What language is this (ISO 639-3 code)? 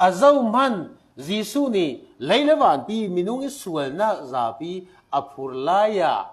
cfm